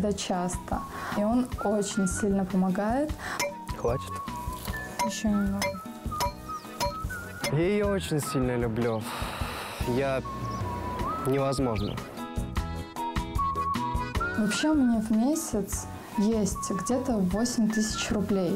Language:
Russian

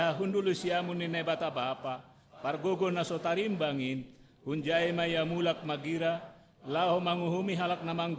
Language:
Batak Simalungun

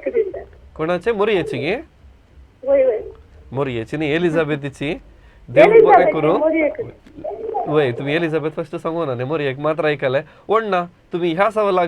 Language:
Konkani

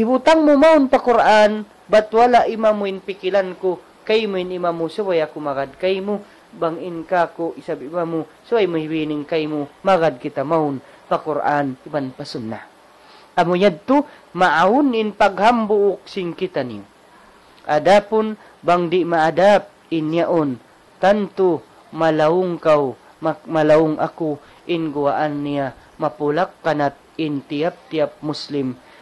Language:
Tausug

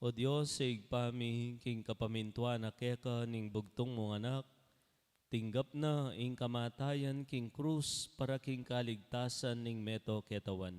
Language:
Pampanga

